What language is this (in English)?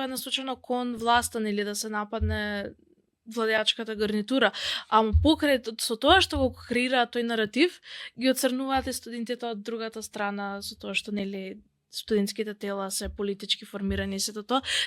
Macedonian